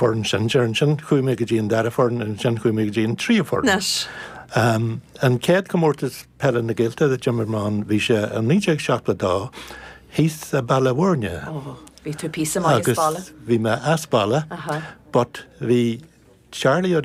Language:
Irish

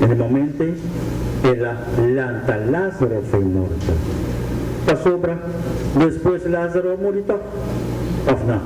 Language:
Papiamento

